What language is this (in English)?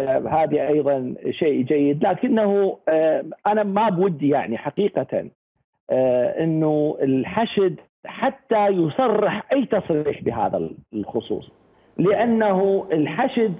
Mesopotamian Arabic